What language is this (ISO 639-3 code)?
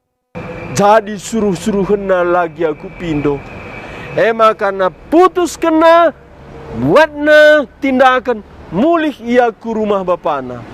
btx